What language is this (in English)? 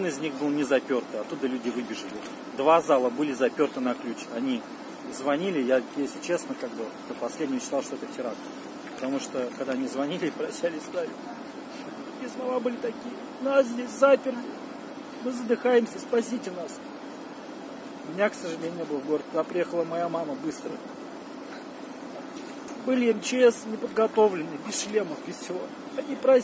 Russian